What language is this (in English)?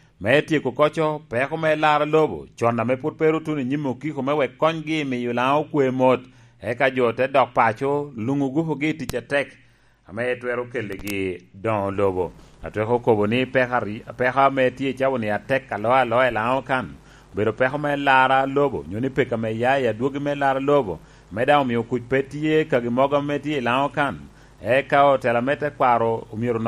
Lango (Uganda)